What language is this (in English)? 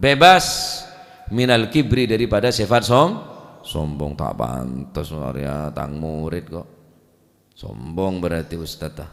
Madurese